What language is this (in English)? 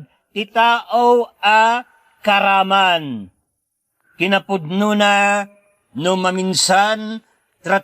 Iloko